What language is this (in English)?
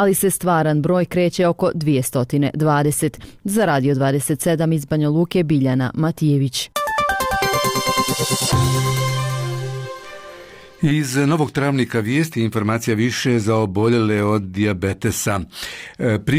Bosnian